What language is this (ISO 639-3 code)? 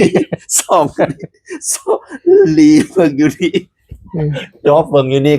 tts